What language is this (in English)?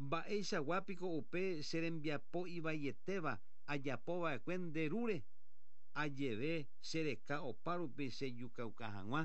Guarani